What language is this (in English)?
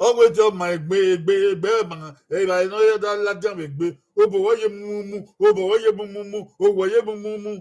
Bini